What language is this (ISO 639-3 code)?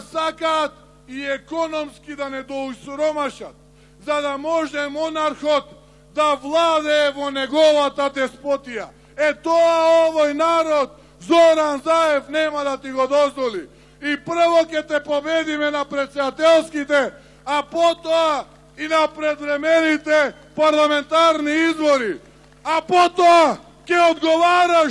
mkd